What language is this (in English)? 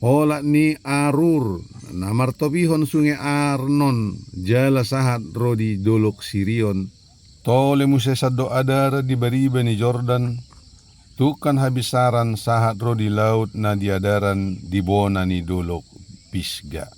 Batak Toba